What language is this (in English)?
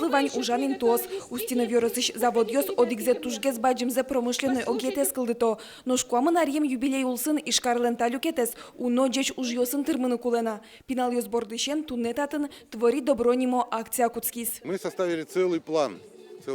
Udmurt